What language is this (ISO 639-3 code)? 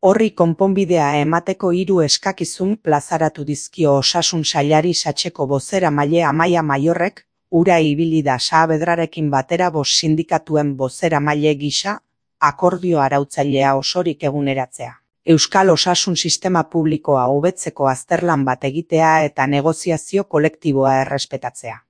eus